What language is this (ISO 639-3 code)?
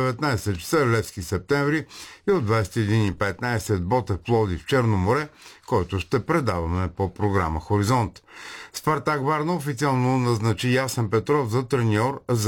bul